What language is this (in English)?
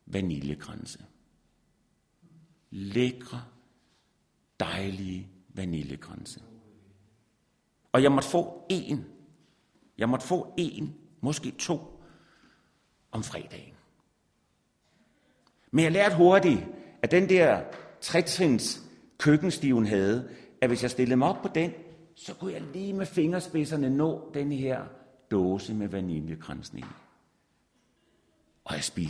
Danish